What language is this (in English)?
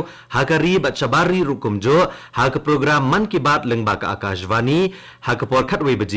Khasi